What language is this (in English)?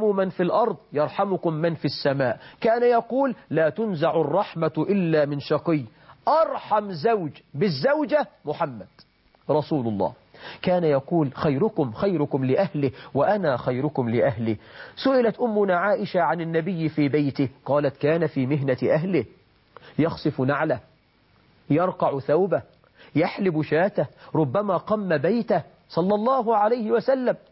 Arabic